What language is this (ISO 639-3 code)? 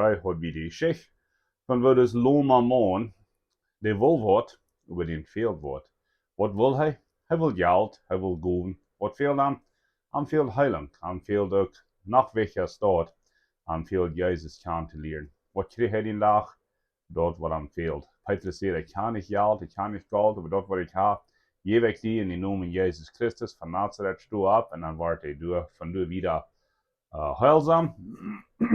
pdt